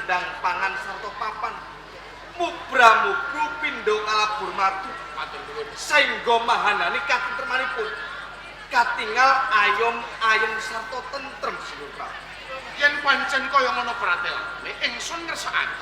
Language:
Javanese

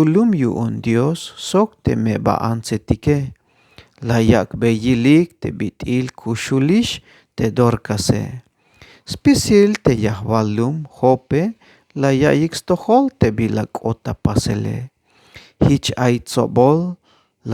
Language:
Tzeltal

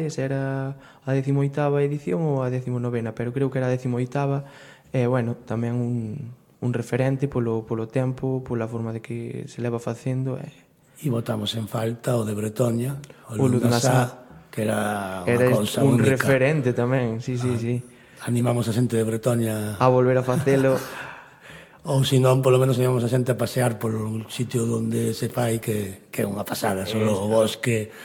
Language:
Galician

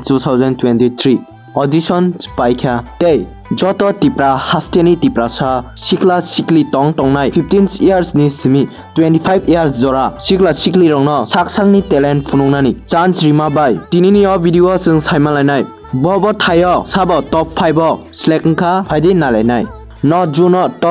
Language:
Kok Borok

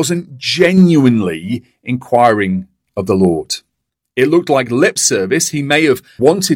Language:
English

